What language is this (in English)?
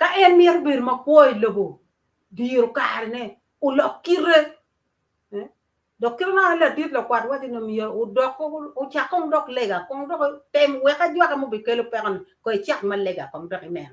Acoli